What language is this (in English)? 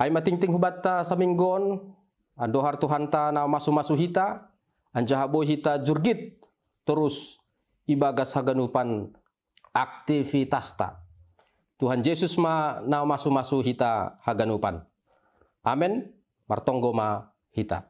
Batak Simalungun